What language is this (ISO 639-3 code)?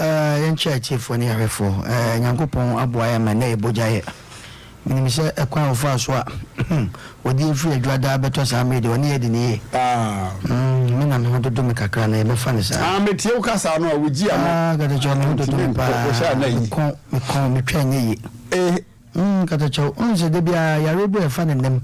aka